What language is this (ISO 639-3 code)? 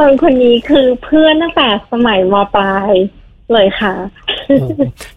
tha